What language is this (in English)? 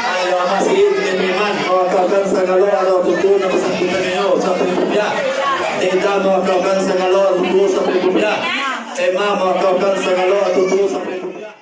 Minangkabau